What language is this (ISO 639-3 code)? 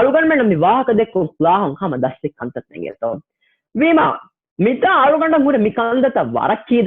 div